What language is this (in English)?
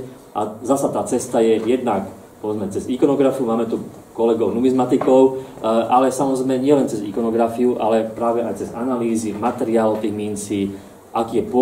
Slovak